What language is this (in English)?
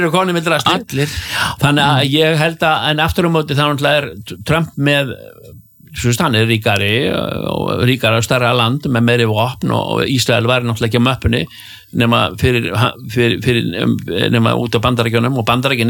Icelandic